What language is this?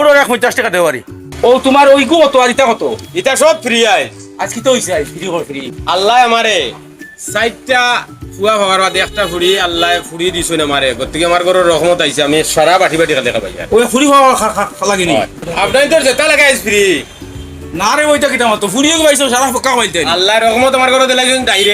Sylheti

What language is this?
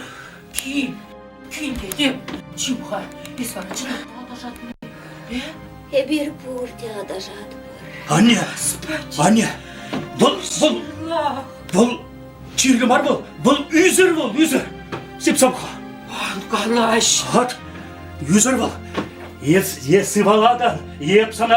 Chuvash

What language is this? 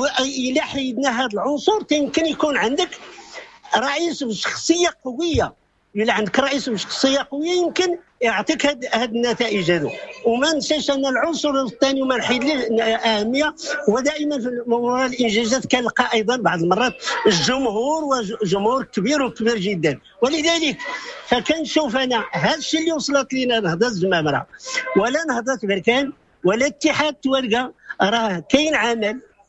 Moroccan Arabic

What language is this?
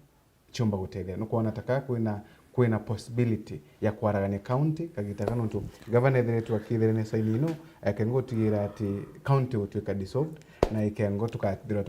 Meru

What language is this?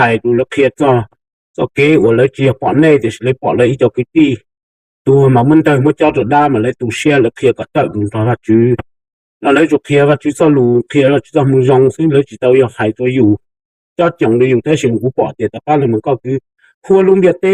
Hmong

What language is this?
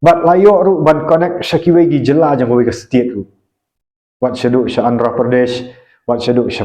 Khasi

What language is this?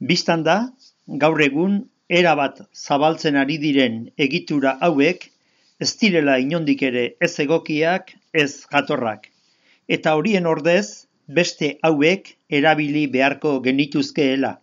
Basque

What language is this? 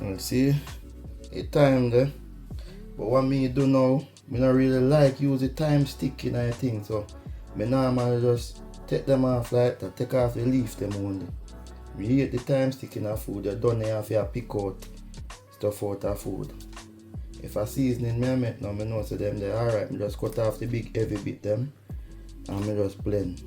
Jamaican Creole English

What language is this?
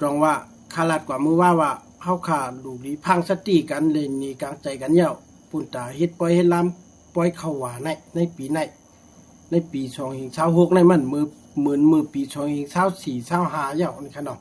Shan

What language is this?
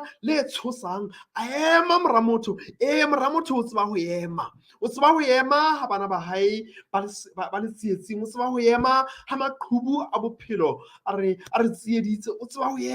Southern Sotho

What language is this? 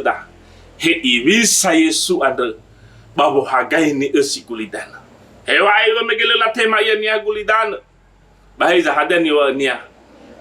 Nias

